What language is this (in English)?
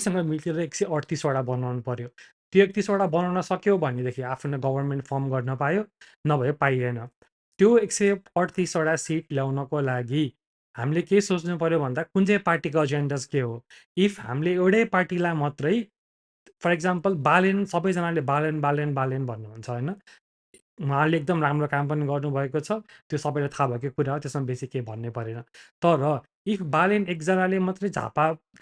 Nepali